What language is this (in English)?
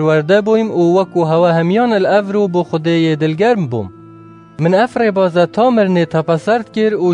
Kurdish